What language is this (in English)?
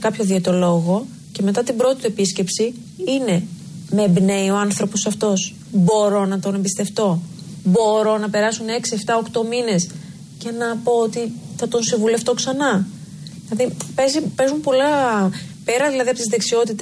Greek